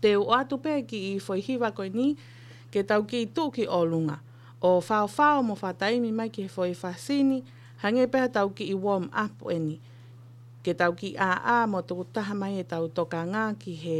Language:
Tongan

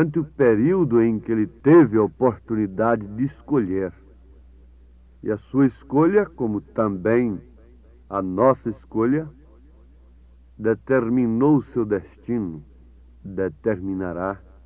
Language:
Portuguese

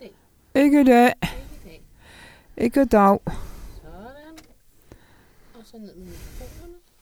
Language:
Danish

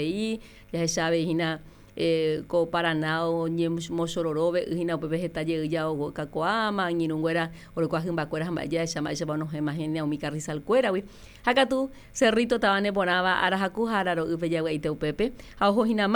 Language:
Guarani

